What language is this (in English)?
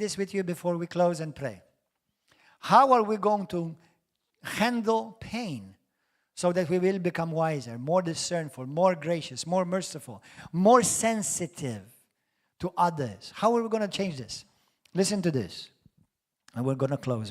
English